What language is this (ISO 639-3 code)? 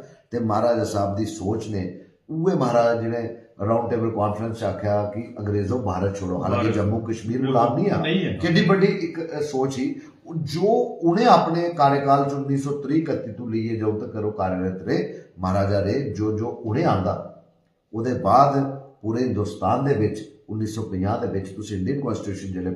doi